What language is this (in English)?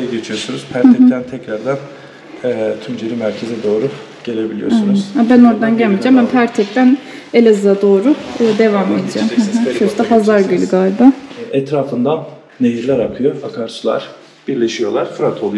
Turkish